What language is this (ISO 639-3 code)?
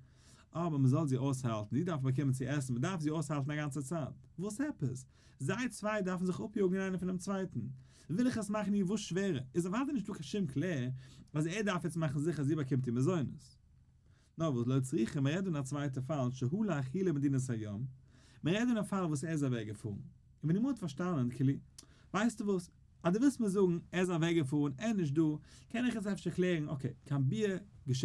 yid